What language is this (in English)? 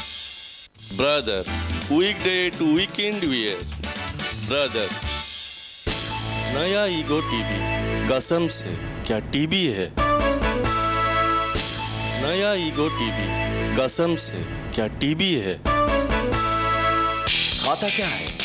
Odia